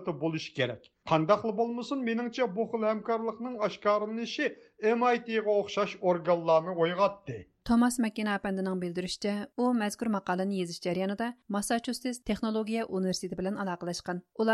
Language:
Uyghur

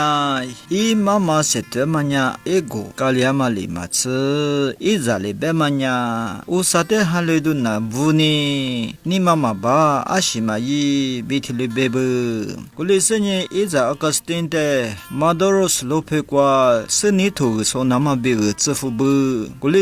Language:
Lisu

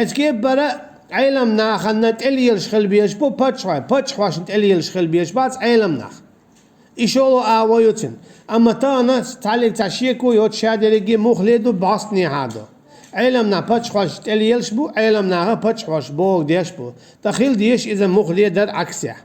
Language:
Chechen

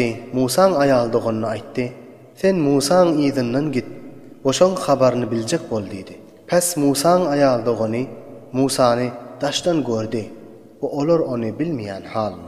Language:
Turkmen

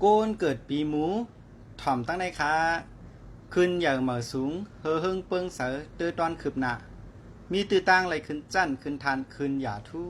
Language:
Shan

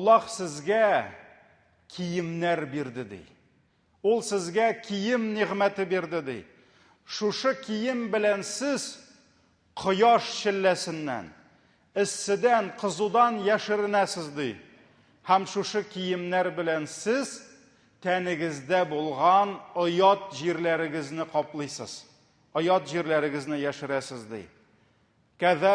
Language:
Tatar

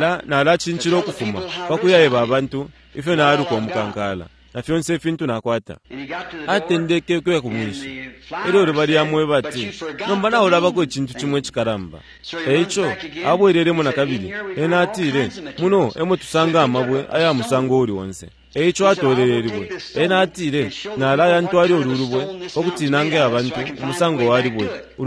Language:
Bemba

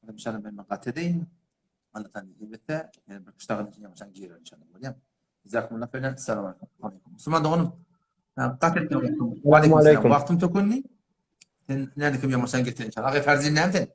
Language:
Turkmen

